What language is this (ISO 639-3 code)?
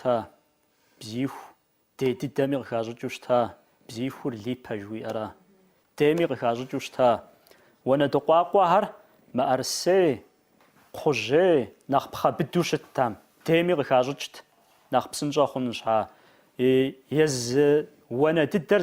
kbd